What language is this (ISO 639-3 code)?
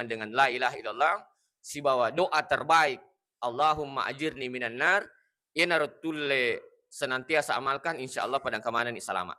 bug